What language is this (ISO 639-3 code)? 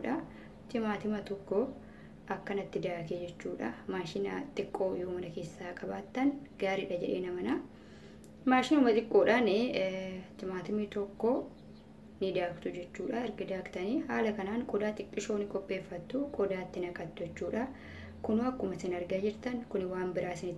orm